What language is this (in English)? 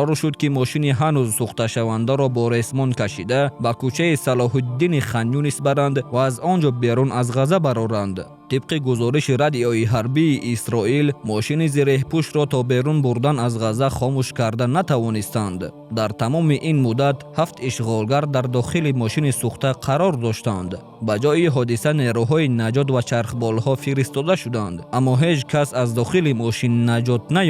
Tajik